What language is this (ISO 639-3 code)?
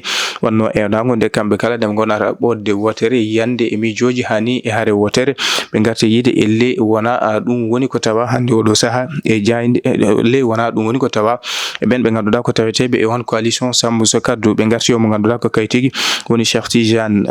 ful